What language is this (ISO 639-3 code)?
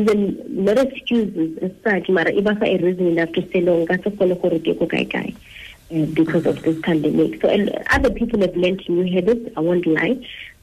tsn